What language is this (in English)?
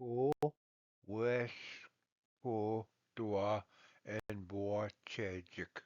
Ojibwa